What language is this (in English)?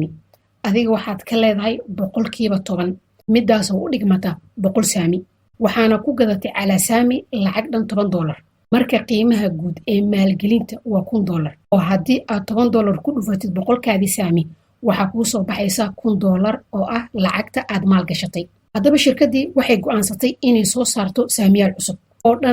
Somali